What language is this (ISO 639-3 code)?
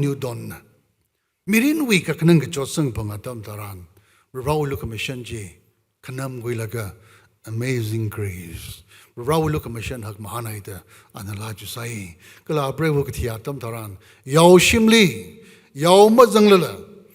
nmf